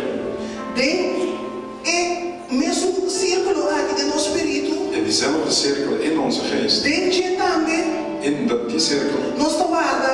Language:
Papiamento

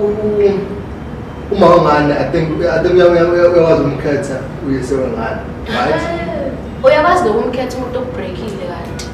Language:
Zulu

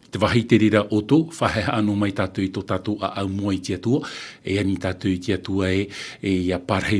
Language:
Tahitian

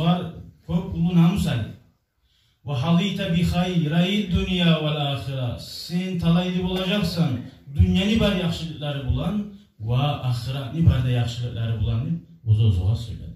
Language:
Kumyk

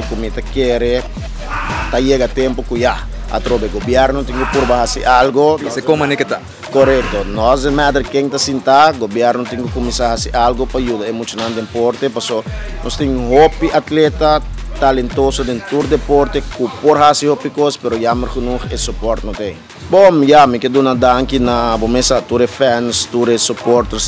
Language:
Papiamento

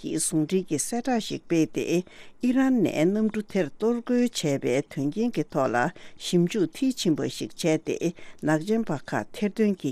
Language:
Tibetan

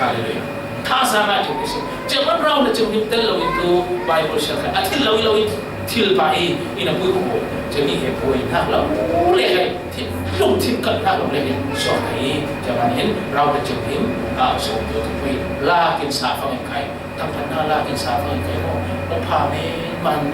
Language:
Falam Chin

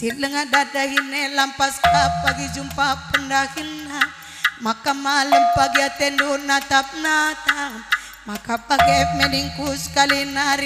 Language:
Batak Karo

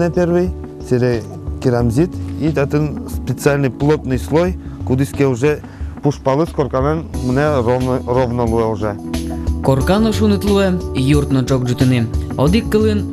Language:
Udmurt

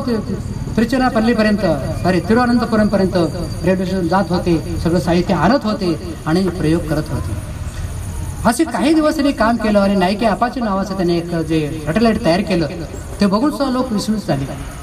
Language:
Marathi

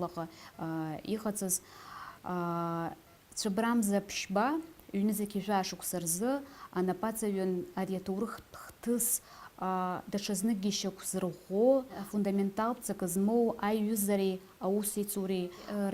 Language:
Abkhazian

